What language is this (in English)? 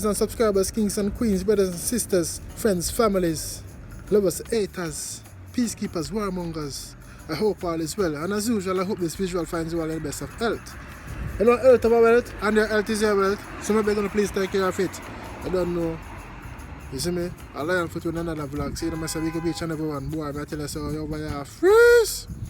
Jamaican Creole English